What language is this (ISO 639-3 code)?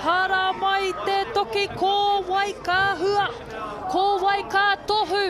mri